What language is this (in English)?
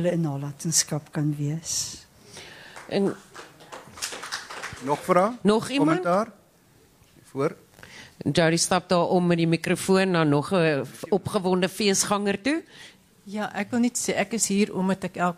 Afrikaans